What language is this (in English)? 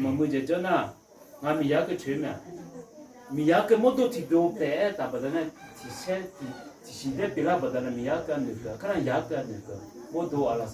Akha